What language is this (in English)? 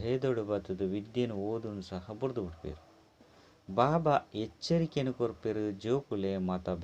Tulu